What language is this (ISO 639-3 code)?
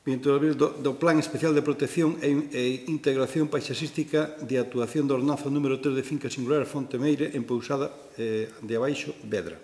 glg